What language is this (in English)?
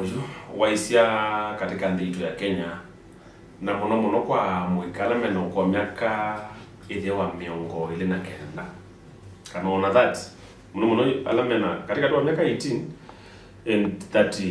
Kamba